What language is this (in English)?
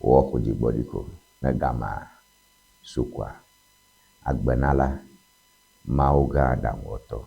Ewe